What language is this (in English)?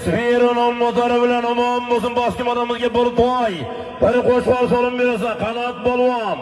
Uzbek